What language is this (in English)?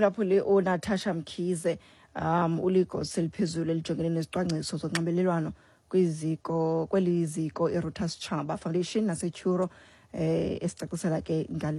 Xhosa